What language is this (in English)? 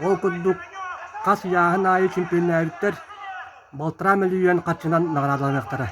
Yakut